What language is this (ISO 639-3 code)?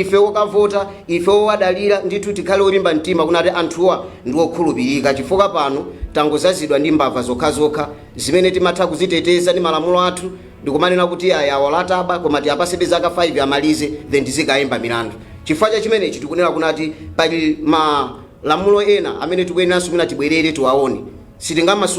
nya